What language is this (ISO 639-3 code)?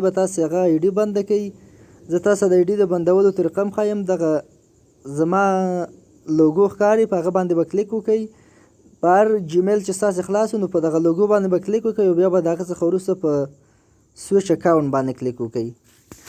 pus